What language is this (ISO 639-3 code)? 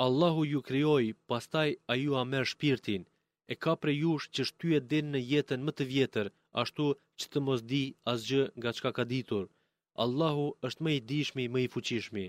sqi